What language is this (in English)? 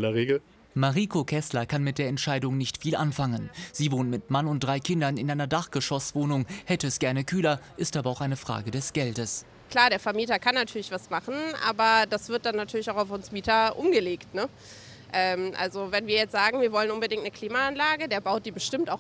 German